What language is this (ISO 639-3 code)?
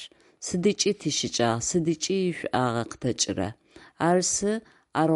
ady